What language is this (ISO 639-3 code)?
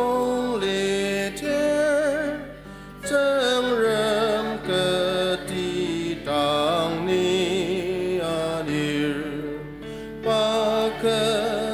njo